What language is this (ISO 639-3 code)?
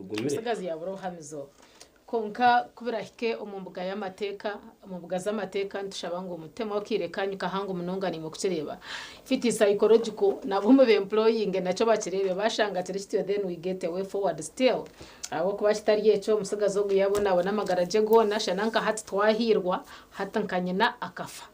nyn